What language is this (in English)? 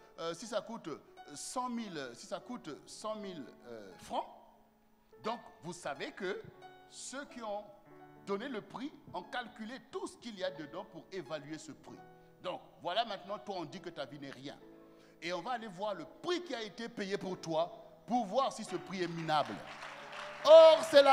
French